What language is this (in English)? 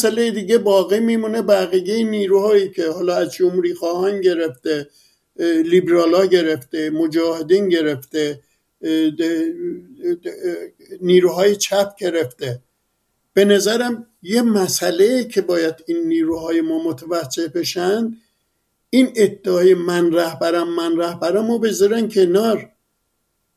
Persian